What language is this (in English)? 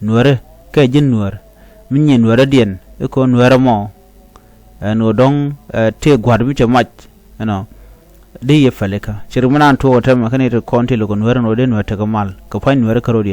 Nuer